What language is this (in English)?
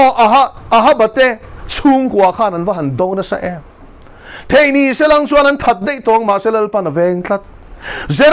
Mizo